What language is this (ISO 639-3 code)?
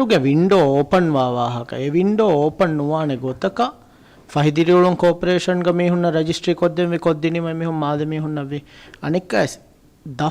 div